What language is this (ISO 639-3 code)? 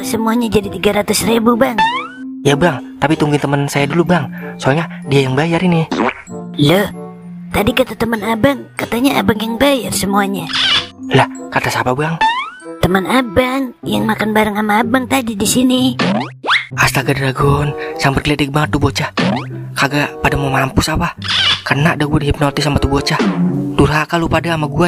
bew